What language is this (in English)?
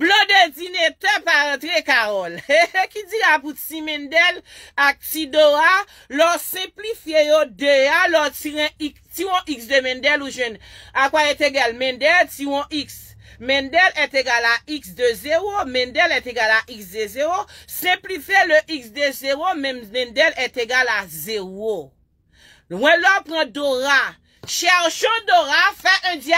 Haitian Creole